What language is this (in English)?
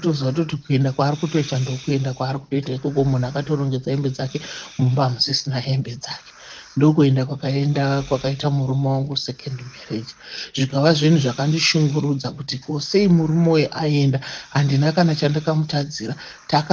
Shona